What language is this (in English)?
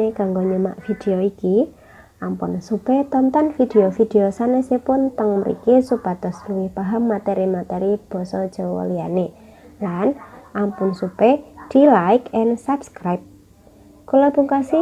Javanese